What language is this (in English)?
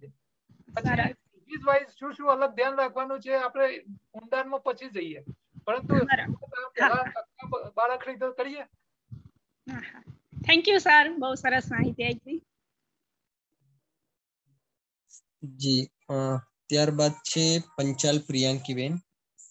Gujarati